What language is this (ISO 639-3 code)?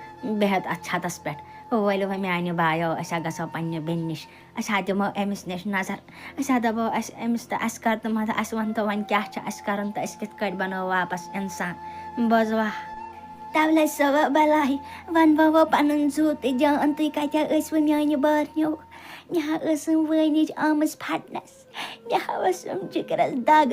kas